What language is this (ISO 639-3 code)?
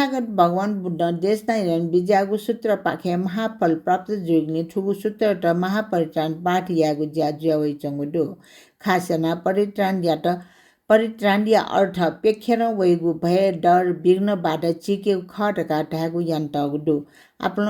new